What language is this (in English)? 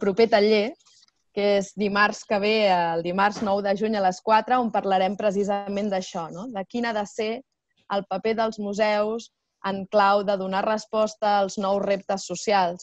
Catalan